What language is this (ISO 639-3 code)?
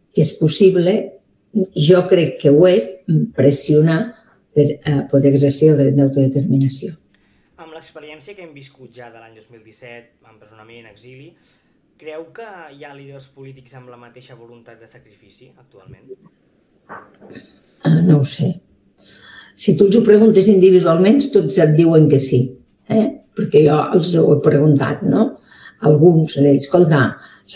cat